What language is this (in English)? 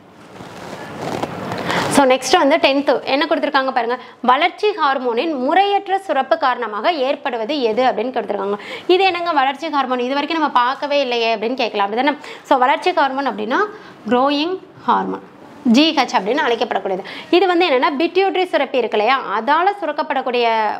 Tamil